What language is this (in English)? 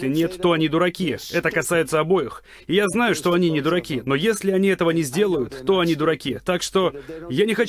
Russian